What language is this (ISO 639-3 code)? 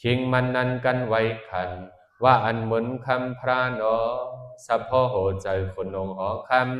shn